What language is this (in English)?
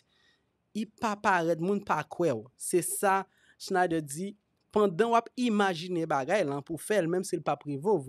Haitian Creole